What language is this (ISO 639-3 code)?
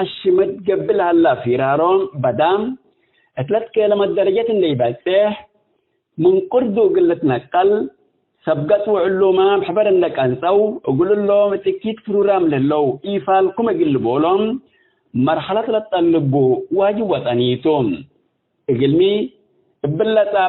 tig